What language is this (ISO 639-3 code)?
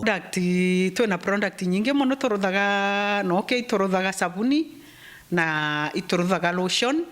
mer